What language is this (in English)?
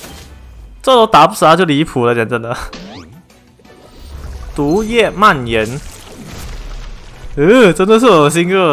Chinese